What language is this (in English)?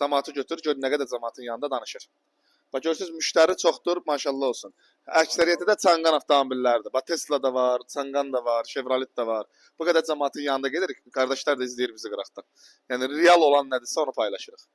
Azerbaijani